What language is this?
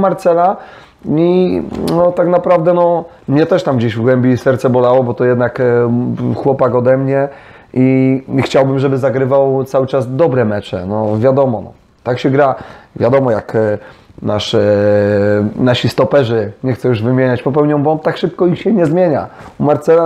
Polish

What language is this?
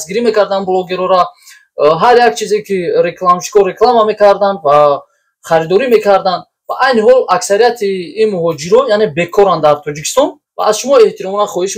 Tajik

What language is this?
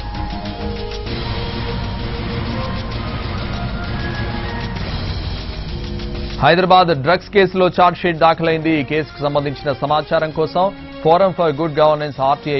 Telugu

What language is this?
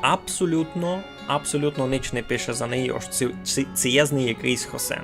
Rusyn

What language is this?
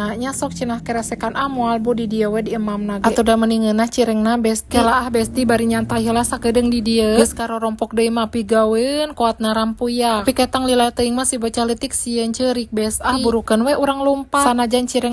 Sundanese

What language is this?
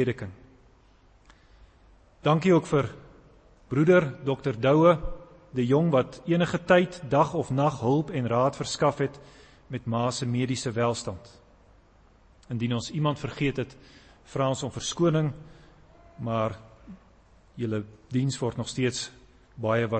Afrikaans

